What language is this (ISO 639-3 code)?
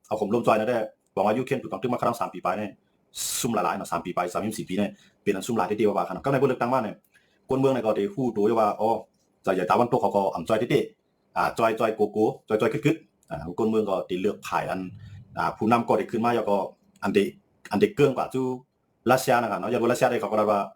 shn